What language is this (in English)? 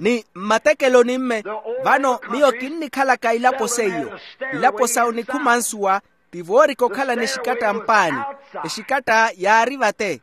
Makhuwa